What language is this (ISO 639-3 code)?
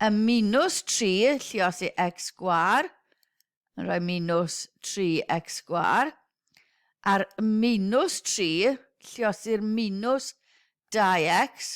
cym